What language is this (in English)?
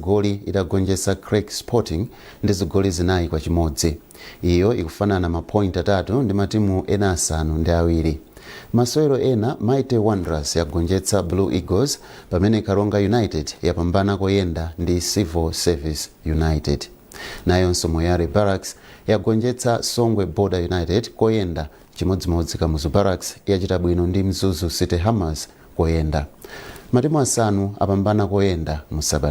Nyanja